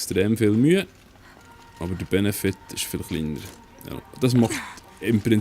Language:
Swiss German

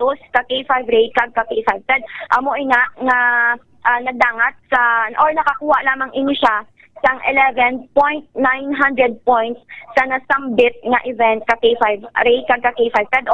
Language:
Hiligaynon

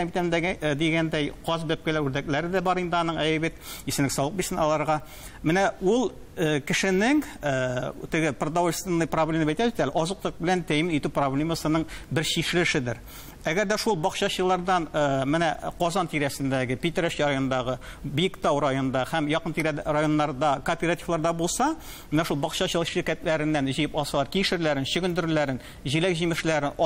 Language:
Tatar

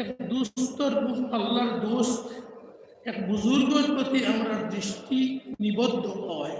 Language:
Sylheti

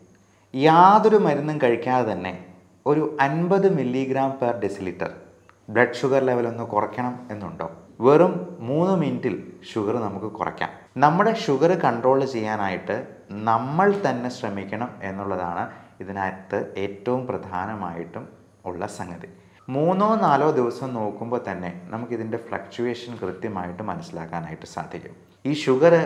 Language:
Malayalam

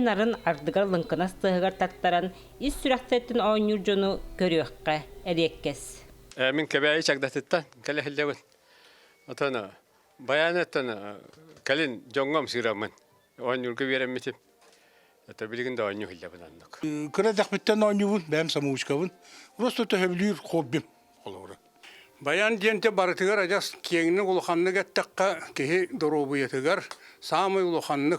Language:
Yakut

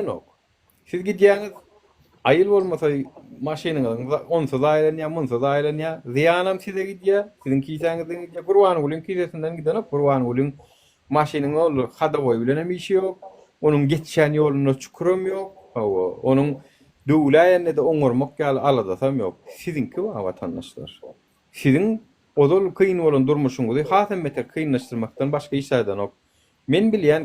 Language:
Turkmen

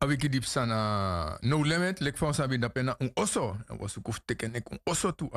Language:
Sranan Tongo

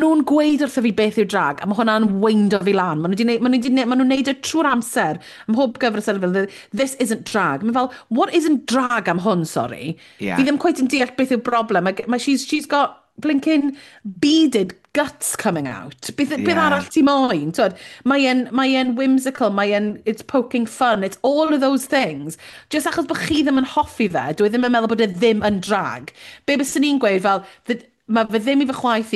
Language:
Welsh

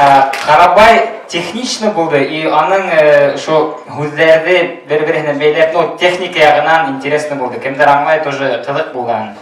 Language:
Bashkir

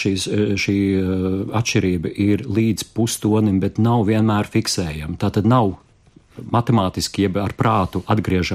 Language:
Latvian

